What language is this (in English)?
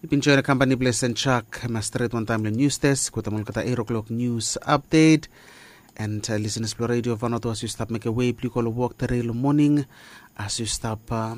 Bislama